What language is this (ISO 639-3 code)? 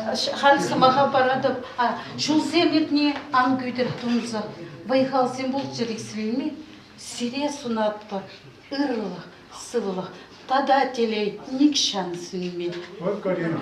chv